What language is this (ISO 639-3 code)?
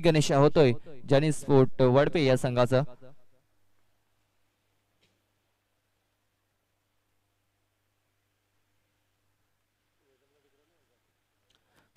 mar